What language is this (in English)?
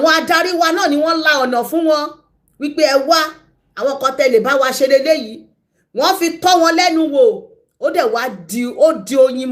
Yoruba